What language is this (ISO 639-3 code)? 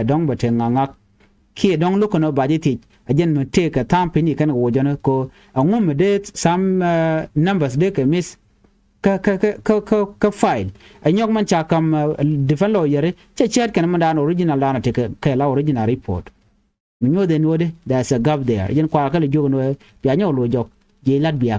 nus